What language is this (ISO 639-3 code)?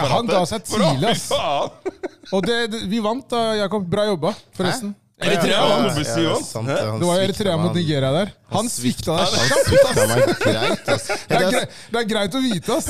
nor